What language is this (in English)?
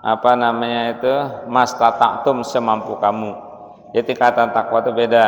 Banjar